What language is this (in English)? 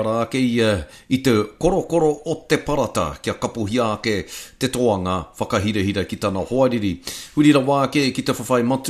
Māori